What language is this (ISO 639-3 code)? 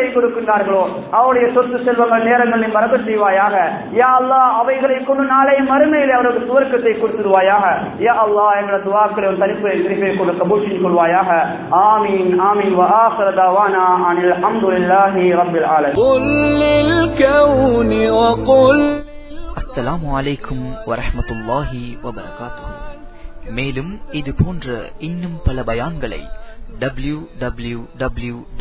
tam